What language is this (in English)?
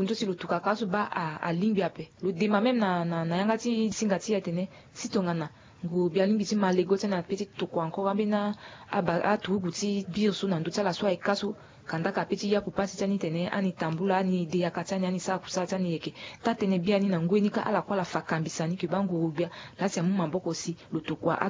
Sango